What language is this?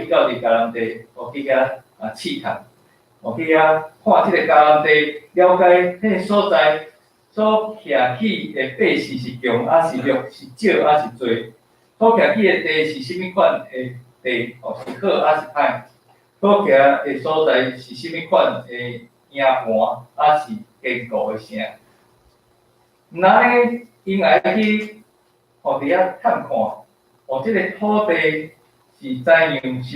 Min Nan Chinese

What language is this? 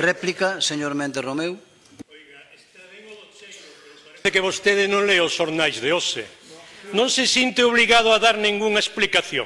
Galician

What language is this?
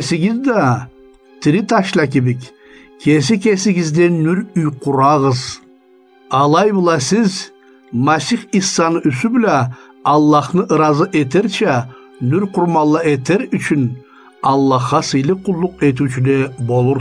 Karachay-Balkar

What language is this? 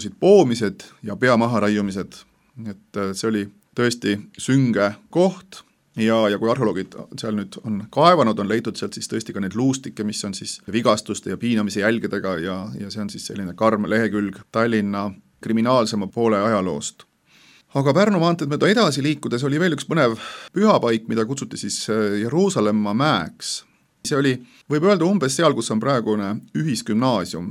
Estonian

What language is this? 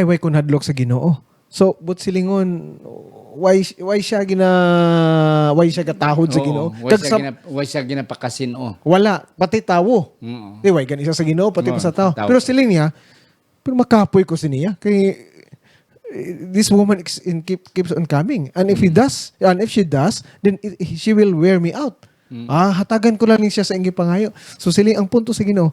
Hiligaynon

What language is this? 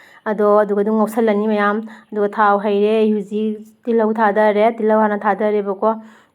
Manipuri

